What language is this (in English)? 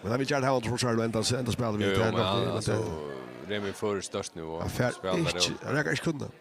Faroese